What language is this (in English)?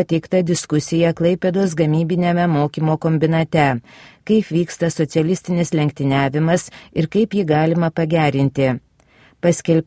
Lithuanian